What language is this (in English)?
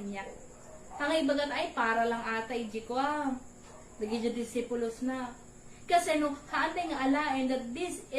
Iloko